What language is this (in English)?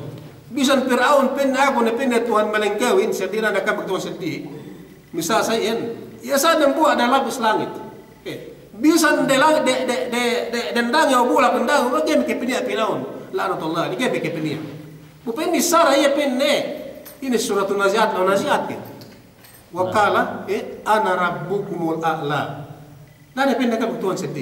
Yakan